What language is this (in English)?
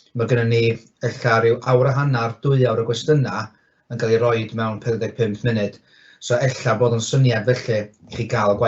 Welsh